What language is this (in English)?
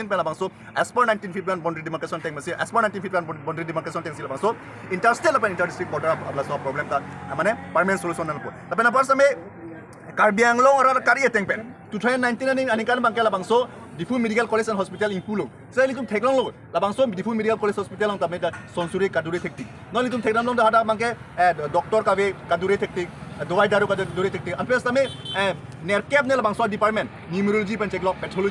Karbi